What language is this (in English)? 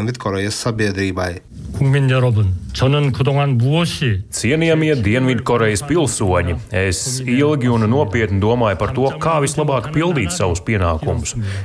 Latvian